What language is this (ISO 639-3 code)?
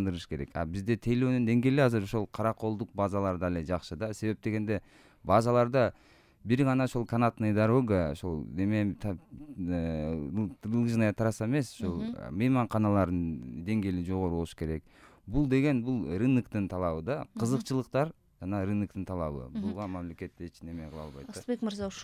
kir